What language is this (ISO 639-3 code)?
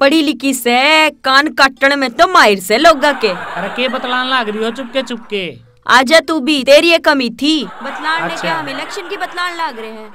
bgc